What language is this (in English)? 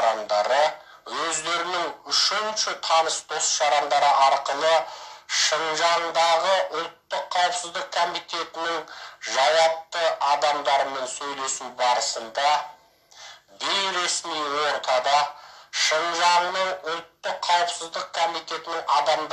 Kazakh